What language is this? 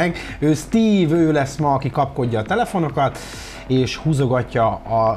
Hungarian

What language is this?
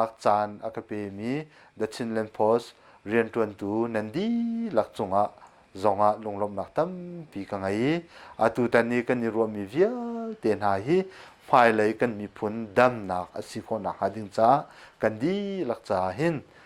Hakha Chin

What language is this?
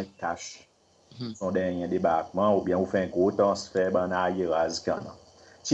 Seselwa Creole French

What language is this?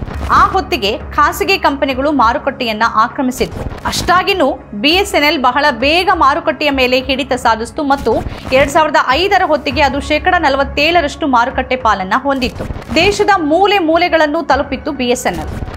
Kannada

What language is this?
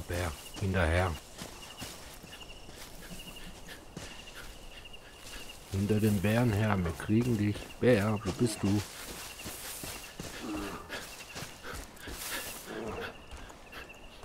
German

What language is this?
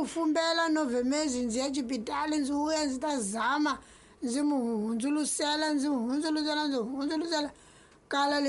Tsonga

